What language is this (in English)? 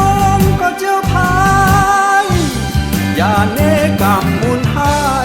Shan